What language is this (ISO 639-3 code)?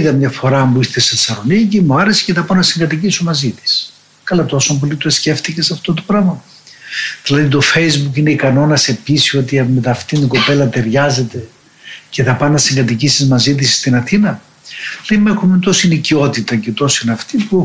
ell